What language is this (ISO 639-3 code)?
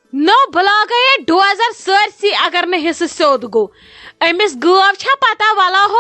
kas